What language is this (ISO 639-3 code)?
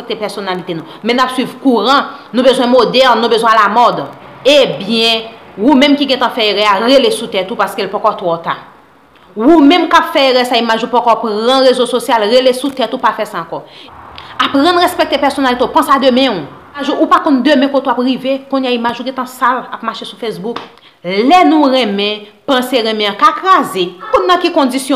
hat